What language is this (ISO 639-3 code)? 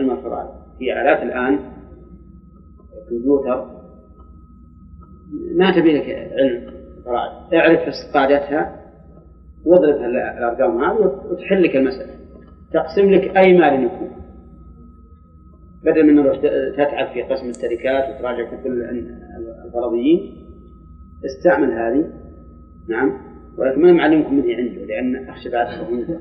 ara